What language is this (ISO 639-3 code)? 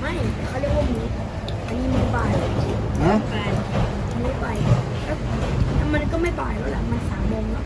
lhu